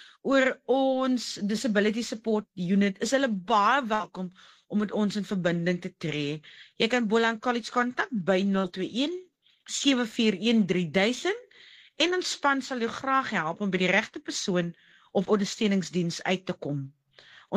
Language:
Afrikaans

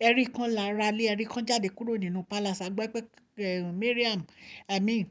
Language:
Yoruba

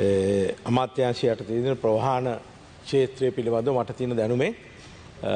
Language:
Sinhala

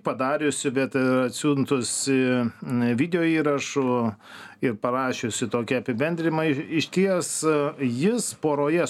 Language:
Lithuanian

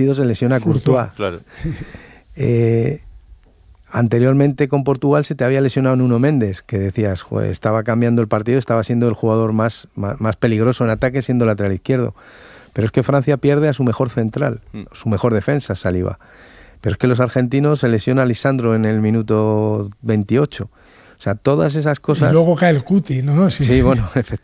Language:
Spanish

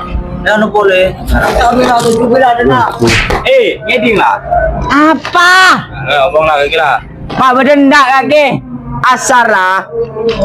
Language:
Madurese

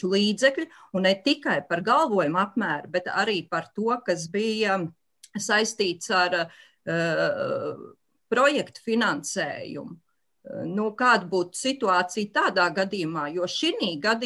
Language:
Latvian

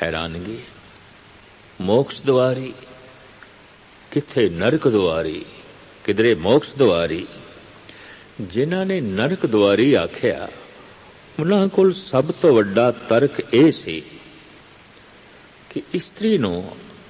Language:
Punjabi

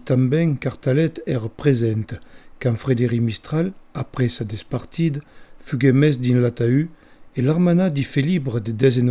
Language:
Occitan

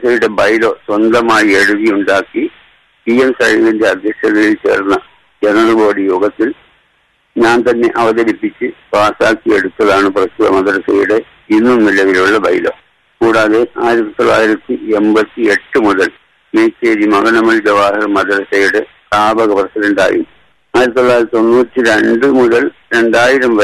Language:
Malayalam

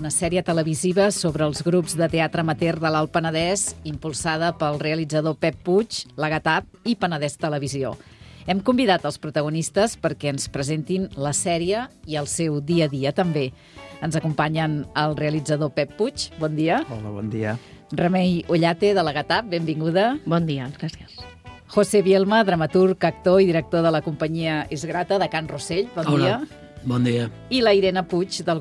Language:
Catalan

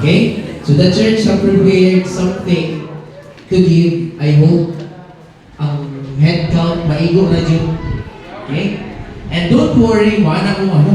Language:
Cebuano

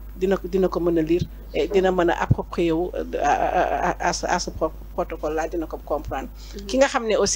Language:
Wolof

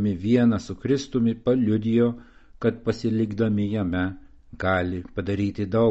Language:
Lithuanian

